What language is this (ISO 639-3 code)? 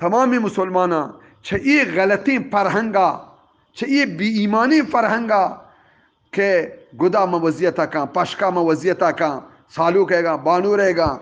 bgp